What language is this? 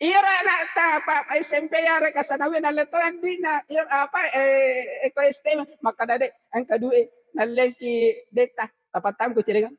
Buginese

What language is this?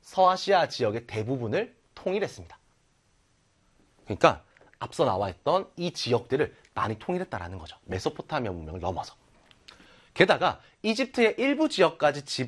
Korean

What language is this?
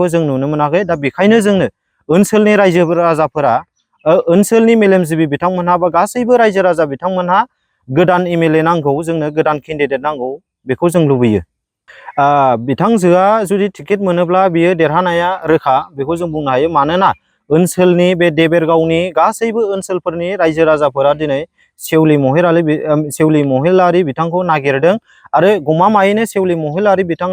Bodo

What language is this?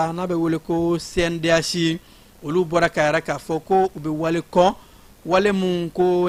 Bambara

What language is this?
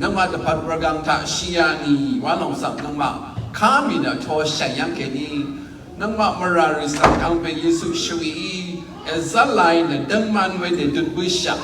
Rawang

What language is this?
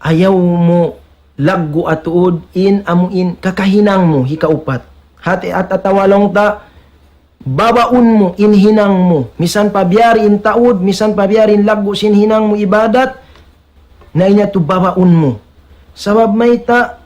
Tausug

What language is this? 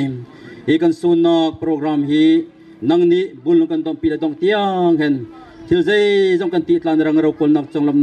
Bawm Chin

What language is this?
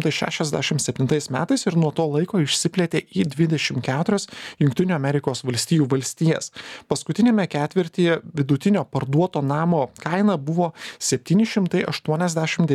Lithuanian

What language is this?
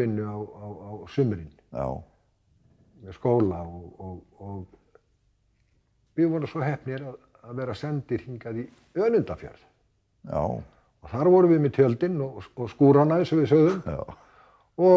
Icelandic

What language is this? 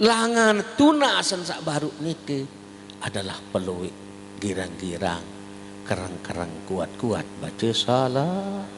Sasak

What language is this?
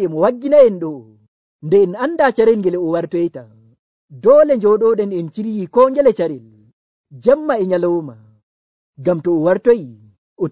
Nigerian Fulfulde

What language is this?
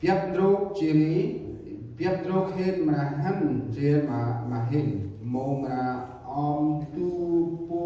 Central Mnong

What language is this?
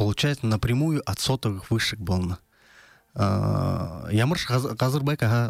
Buriat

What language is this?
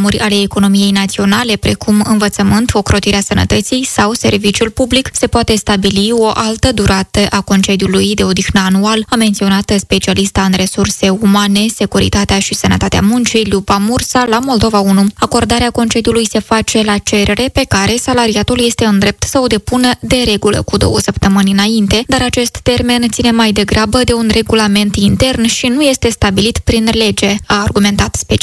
Romanian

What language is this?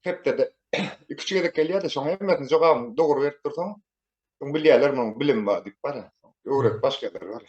Turkmen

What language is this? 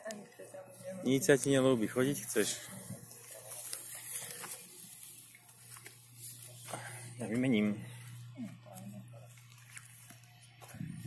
Slovak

